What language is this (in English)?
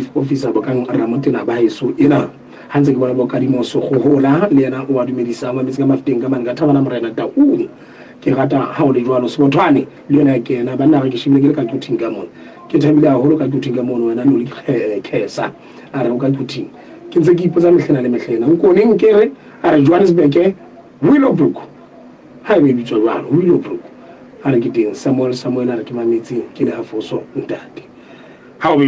Southern Sotho